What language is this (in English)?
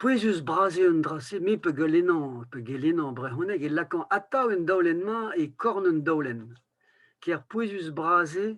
Breton